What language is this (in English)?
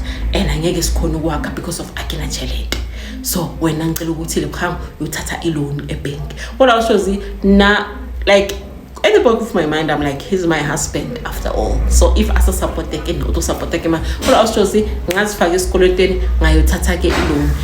Zulu